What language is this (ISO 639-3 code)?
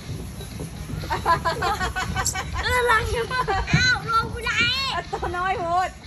lao